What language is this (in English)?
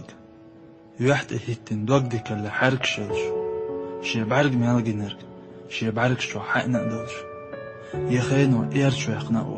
Chechen